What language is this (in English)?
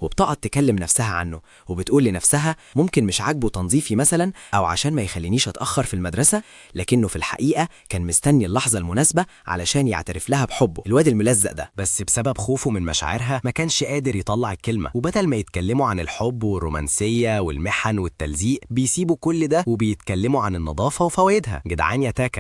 Egyptian Arabic